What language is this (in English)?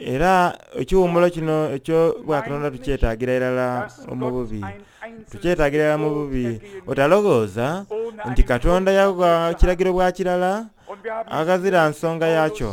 Soga